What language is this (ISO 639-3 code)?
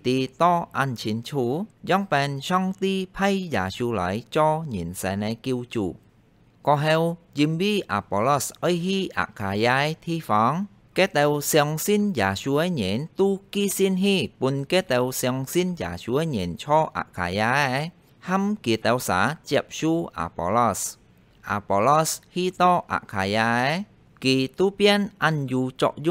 hak